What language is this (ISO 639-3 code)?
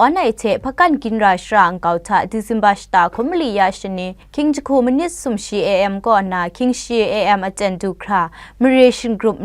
kac